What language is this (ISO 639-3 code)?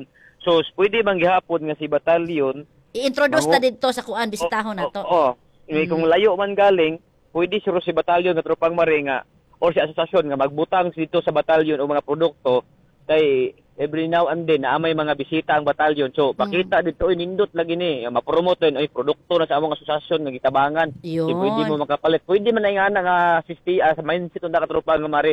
ceb